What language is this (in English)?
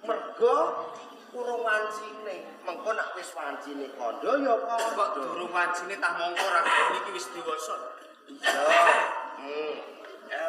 Javanese